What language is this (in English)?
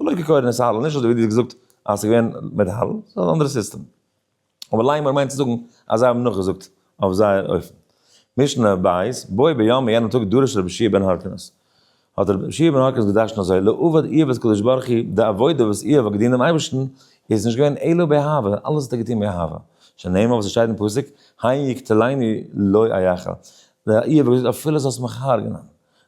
Yiddish